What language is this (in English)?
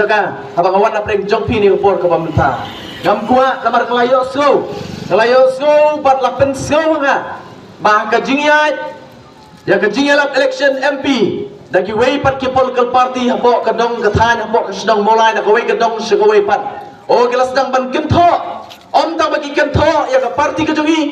Khasi